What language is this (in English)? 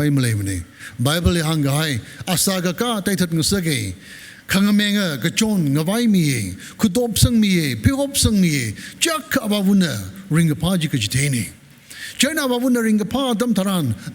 Tangkhul Naga (India)